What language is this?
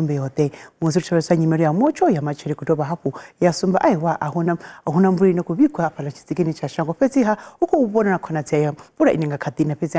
Venda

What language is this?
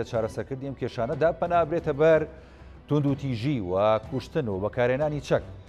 Central Kurdish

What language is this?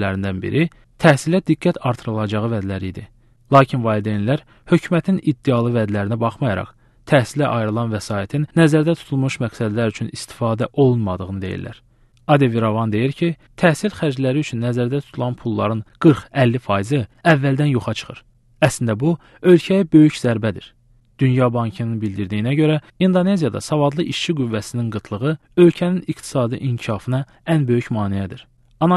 Azerbaijani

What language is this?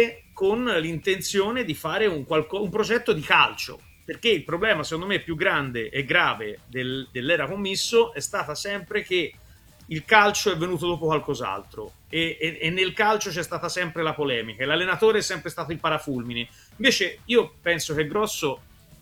Italian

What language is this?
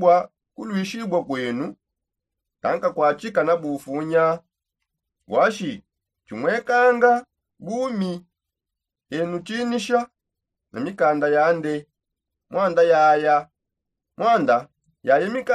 Songe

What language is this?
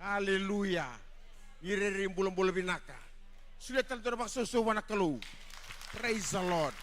Fijian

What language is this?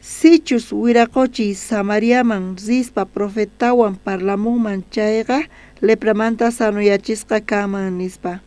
South Bolivian Quechua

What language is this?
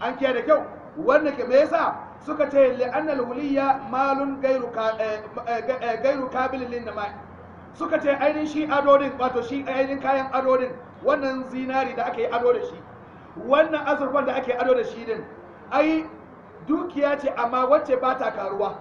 Hausa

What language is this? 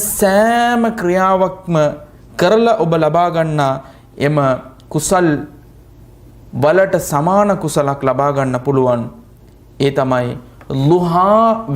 Sinhala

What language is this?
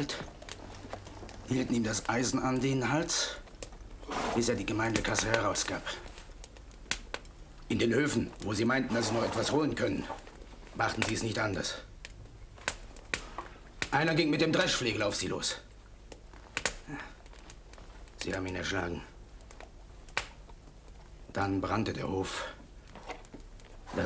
German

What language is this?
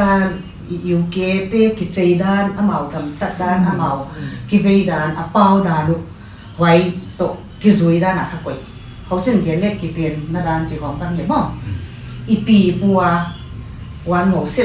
Paite Chin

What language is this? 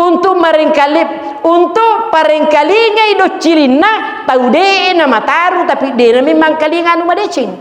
Buginese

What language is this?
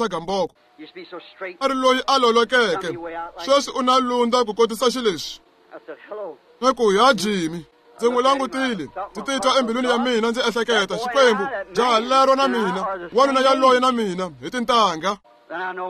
Tsonga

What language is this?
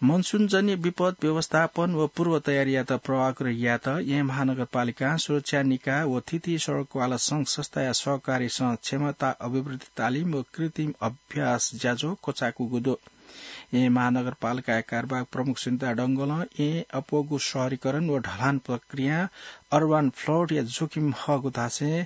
Newari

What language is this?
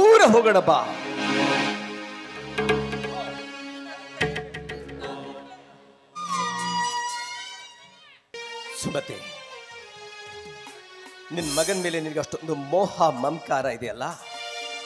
Kannada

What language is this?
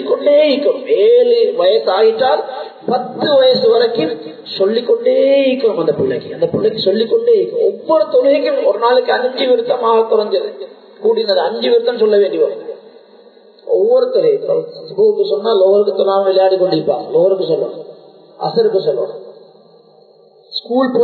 Tamil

